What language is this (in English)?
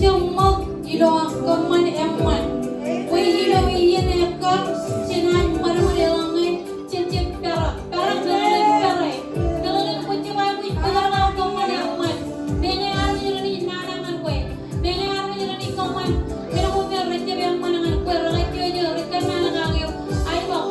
Marshallese